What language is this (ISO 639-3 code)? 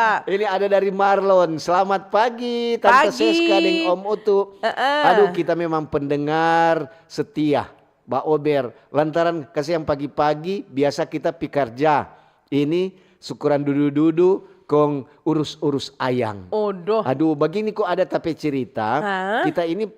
xmm